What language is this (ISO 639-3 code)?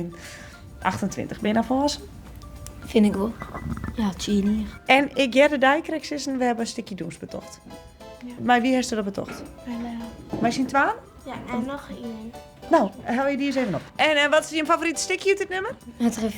fry